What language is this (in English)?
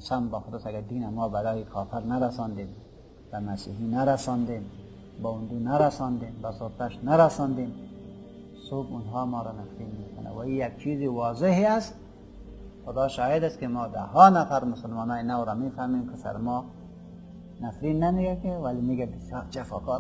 Persian